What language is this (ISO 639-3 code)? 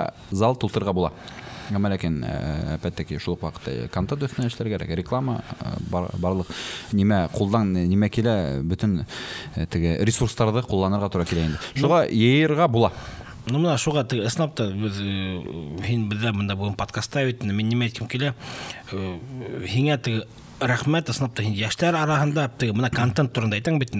bak